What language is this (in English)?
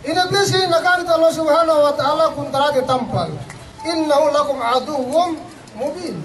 Yakan